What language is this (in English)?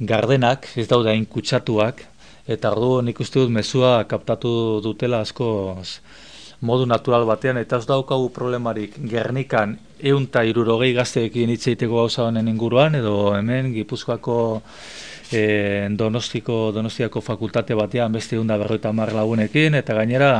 Basque